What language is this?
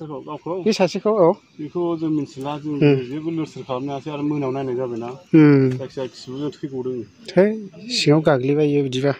Bodo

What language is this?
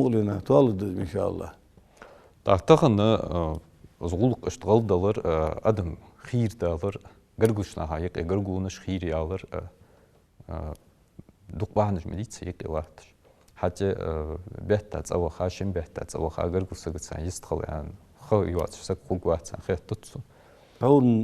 Ingush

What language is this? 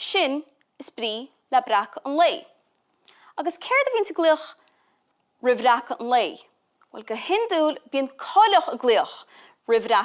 Irish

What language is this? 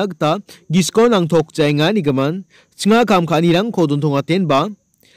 Garo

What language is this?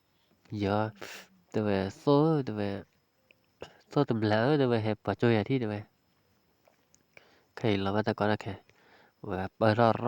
S'gaw Karen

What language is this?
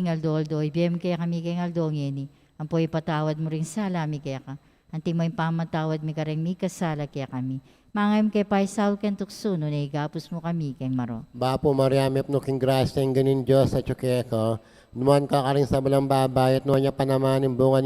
Pampanga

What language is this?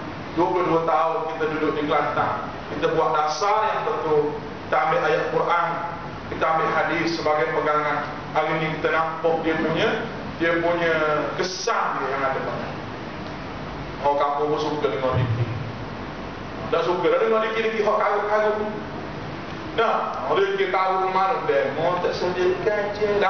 Malay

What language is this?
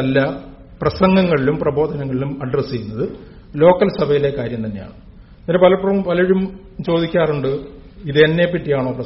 Malayalam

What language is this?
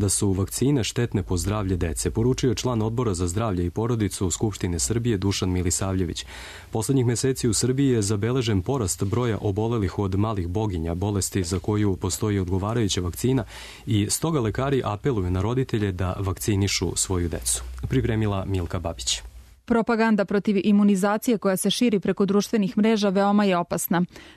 Serbian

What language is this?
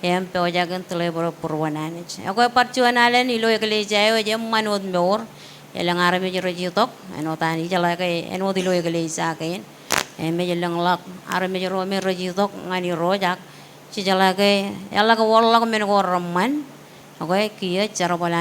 Marshallese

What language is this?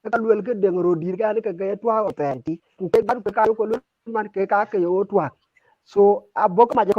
Dinka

